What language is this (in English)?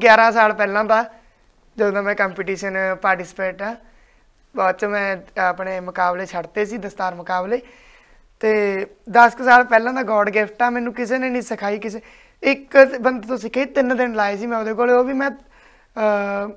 Punjabi